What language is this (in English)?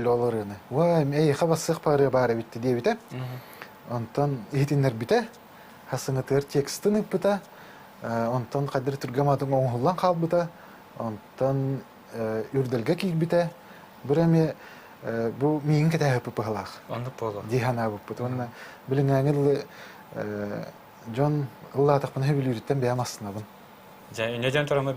Yakut